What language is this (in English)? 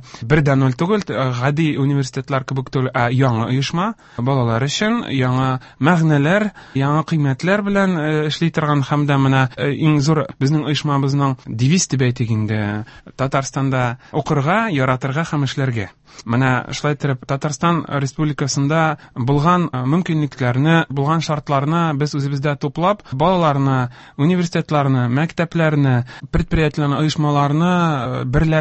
Tatar